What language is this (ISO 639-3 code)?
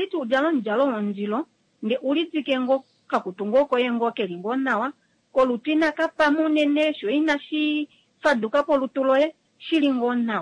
kua